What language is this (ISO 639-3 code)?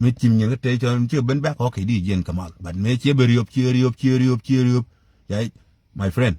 nus